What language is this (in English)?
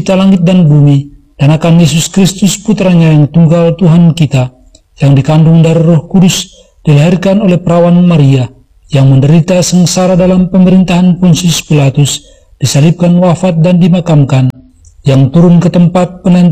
Indonesian